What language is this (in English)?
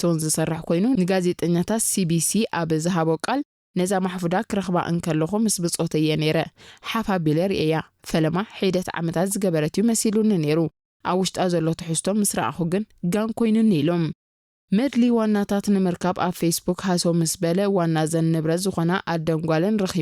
Tigrinya